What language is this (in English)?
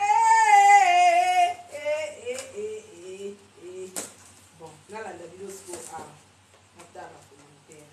Lingala